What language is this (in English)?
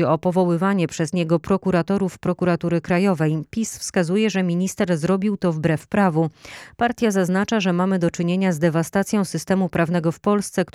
Polish